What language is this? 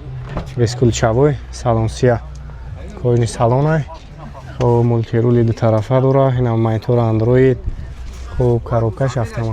Tajik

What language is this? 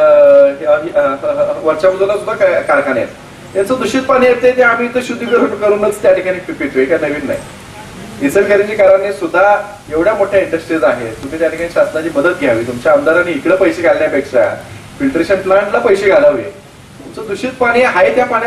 Marathi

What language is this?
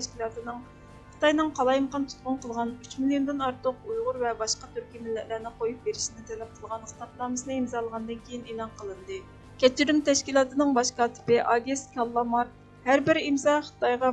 Uyghur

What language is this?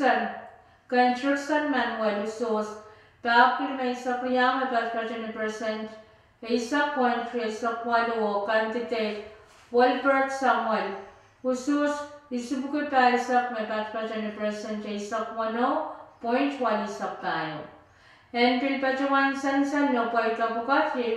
Pohnpeian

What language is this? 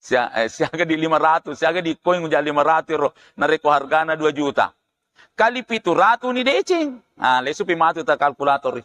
Buginese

